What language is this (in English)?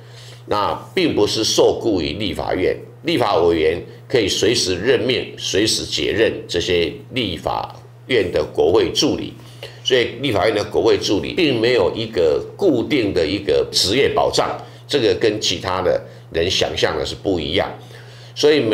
Chinese